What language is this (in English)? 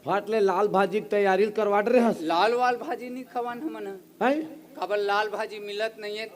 Chhattisgarhi